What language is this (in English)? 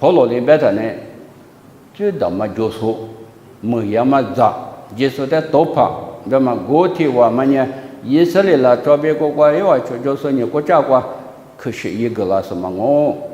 Lisu